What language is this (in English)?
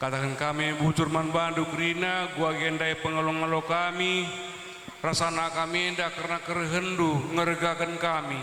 Batak Karo